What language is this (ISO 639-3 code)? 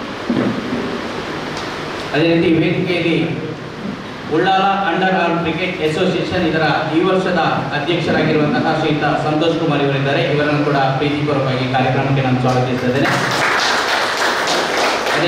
kan